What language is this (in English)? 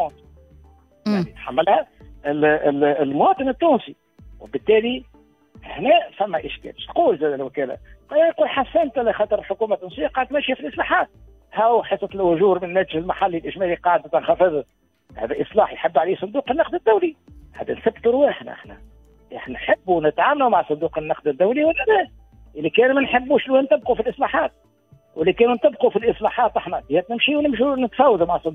Tunisian Arabic